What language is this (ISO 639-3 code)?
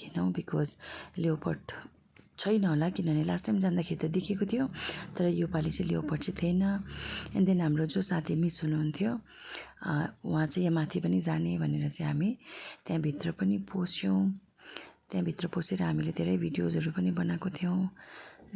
nep